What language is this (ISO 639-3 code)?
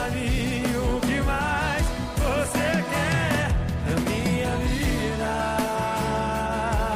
por